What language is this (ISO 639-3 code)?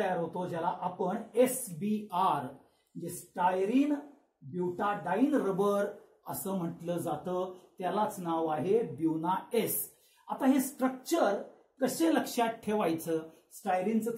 mar